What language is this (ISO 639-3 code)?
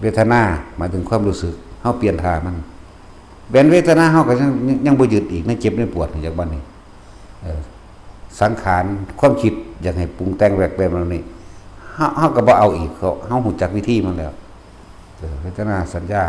tts